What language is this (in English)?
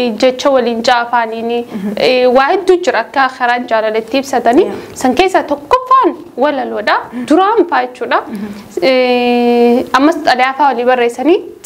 Oromo